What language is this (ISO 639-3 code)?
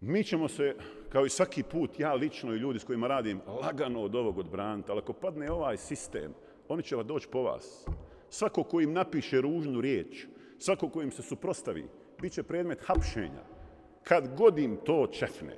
bos